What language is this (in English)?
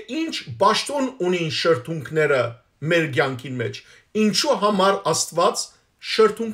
Western Armenian